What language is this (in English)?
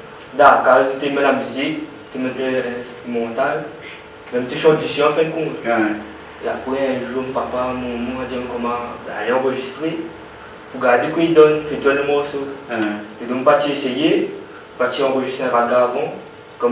Réunion Creole French